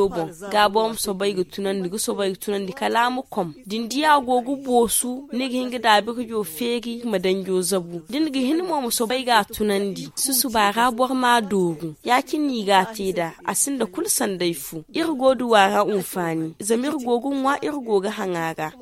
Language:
Zarma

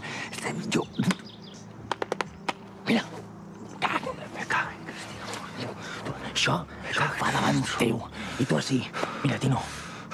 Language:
Catalan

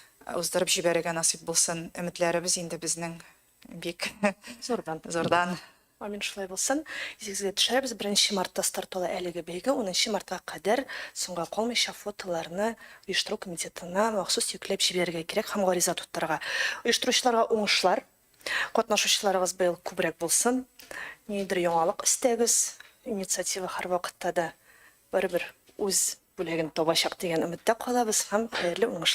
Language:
Tatar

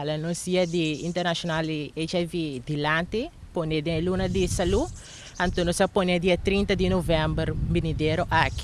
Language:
Papiamento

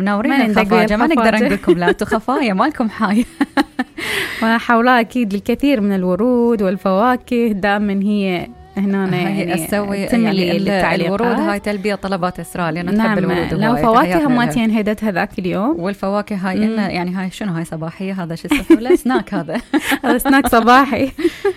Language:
Mesopotamian Arabic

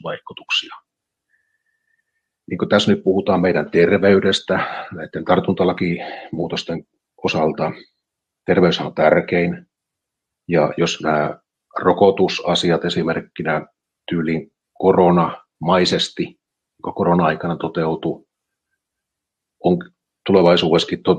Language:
Finnish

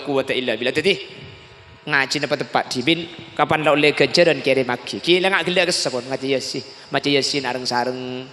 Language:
Madurese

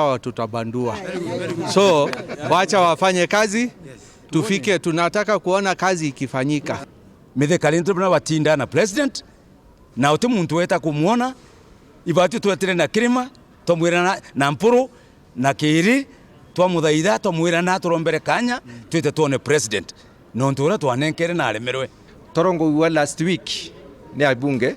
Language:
Meru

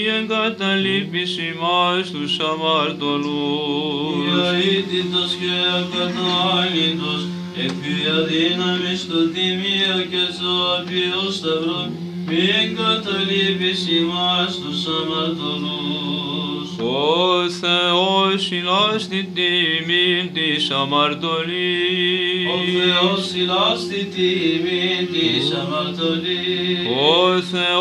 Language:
Greek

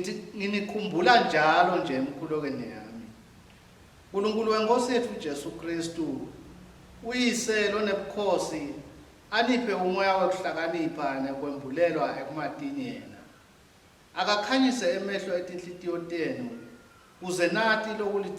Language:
Swati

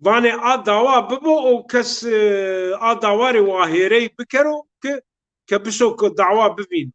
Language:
Zaza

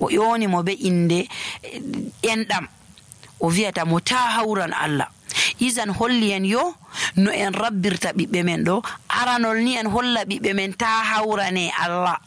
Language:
Nigerian Fulfulde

